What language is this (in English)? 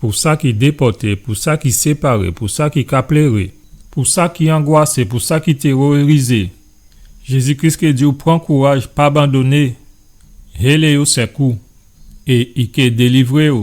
Guadeloupean Creole French